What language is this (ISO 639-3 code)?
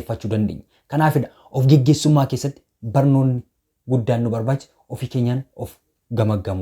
orm